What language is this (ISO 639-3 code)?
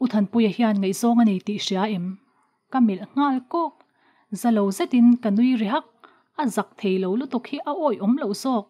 lus